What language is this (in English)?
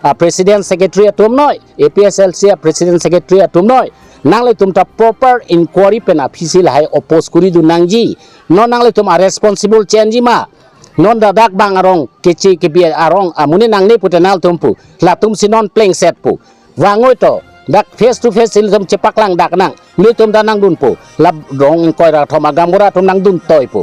Karbi